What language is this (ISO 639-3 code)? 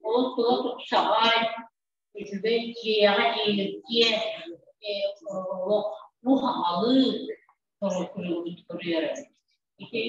sah